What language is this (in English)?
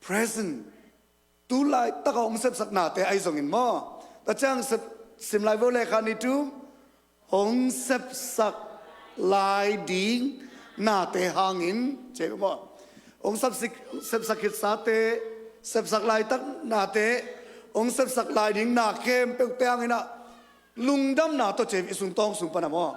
Tedim Chin